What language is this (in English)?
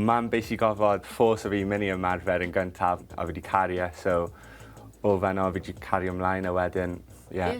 Welsh